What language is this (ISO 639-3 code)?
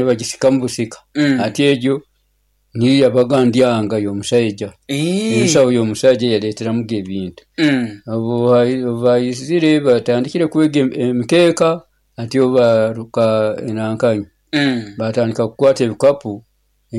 nyo